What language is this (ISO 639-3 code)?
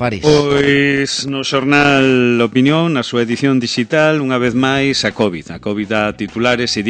glg